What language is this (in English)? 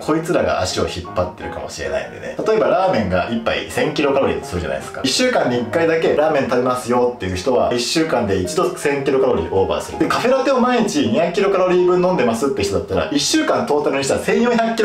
Japanese